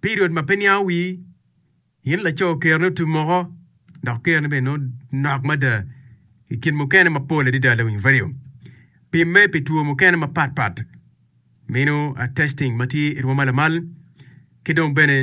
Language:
Acoli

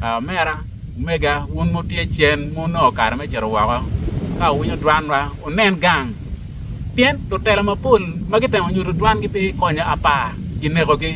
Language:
Acoli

